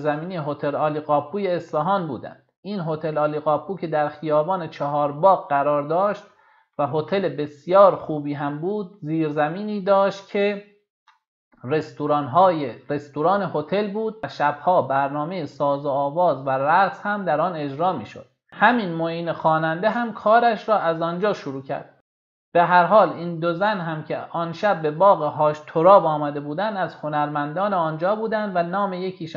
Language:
Persian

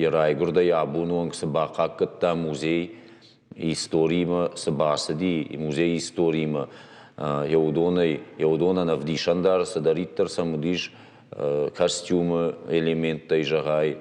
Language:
Ossetic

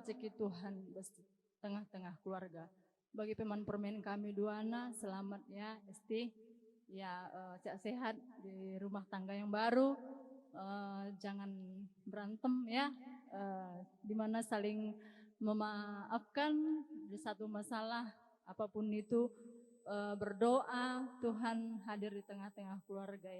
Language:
Batak Karo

